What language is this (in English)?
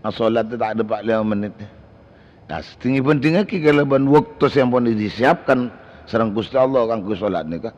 Madurese